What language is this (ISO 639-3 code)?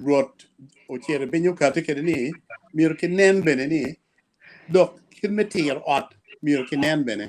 ach